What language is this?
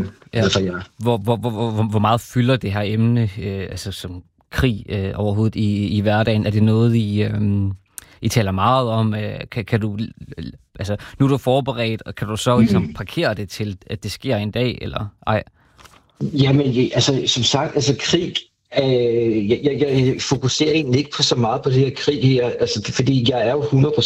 Danish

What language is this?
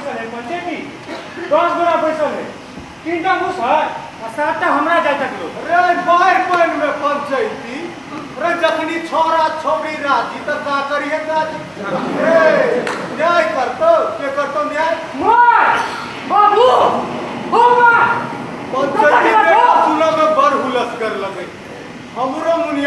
Maithili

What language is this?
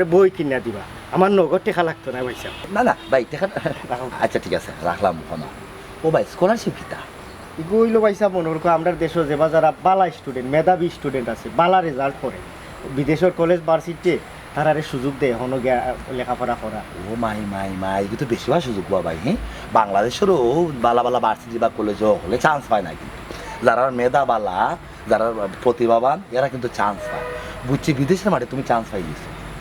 Sylheti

